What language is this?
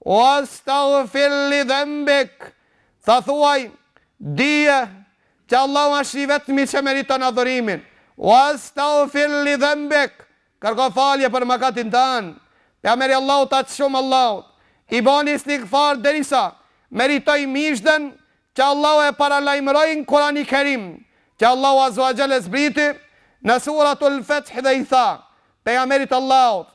Albanian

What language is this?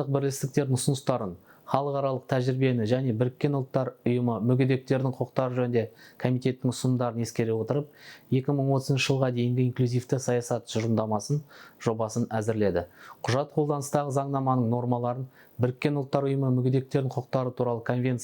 Kazakh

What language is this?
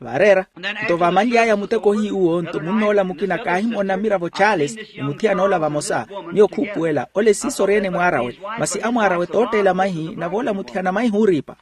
Makhuwa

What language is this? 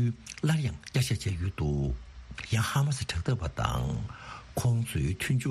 Tibetan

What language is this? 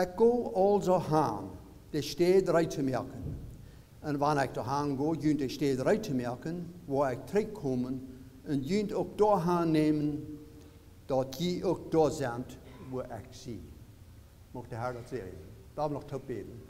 Plautdietsch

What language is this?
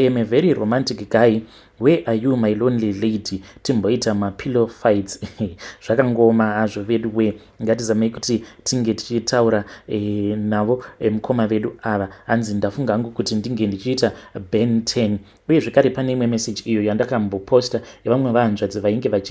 Shona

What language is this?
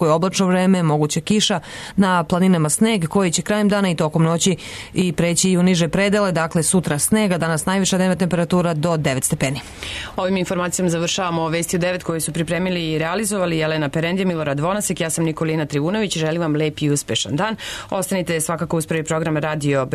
Serbian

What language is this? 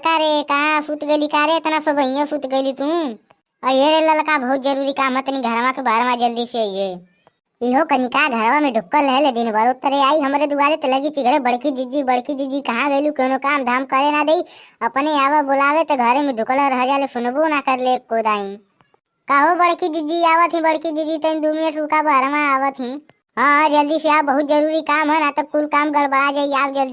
Bhojpuri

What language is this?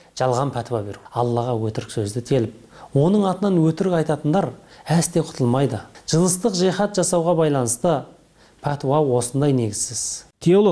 Kyrgyz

